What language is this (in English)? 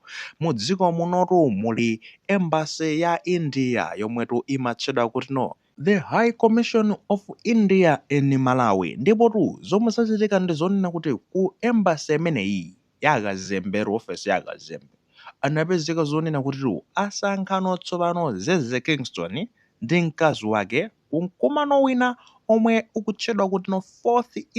Nyanja